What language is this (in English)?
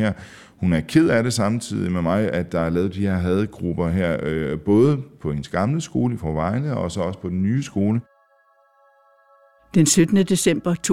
Danish